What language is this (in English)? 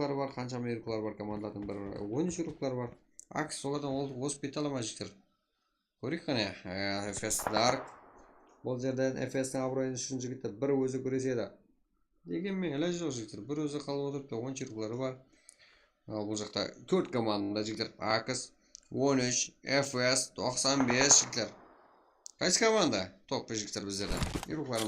Kara-Kalpak